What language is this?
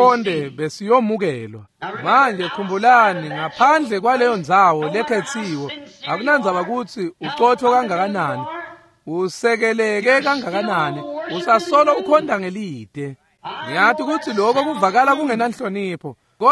Swati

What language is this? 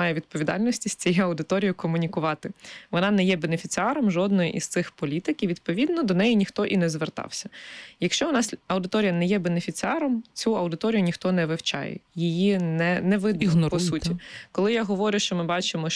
Ukrainian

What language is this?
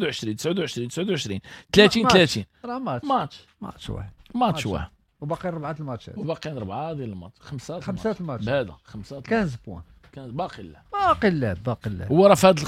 Moroccan Arabic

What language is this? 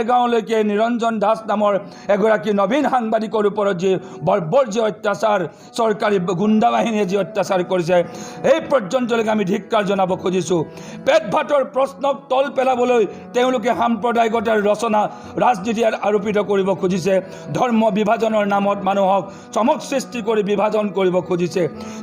Assamese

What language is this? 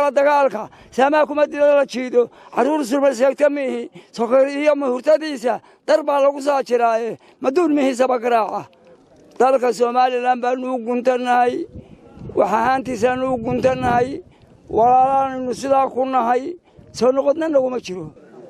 Somali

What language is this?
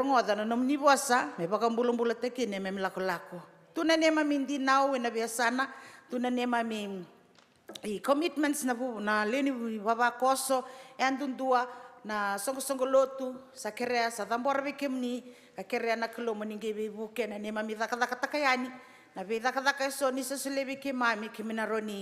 Fijian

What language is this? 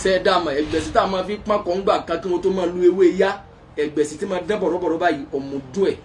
Yoruba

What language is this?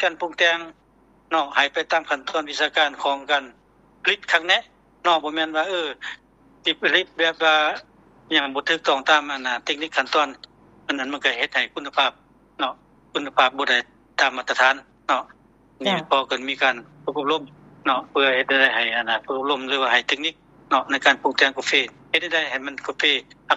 Lao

